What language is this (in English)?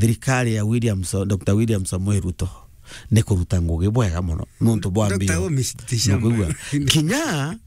Meru